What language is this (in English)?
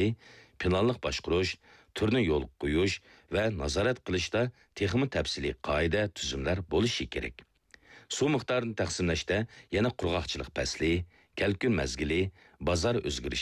Uyghur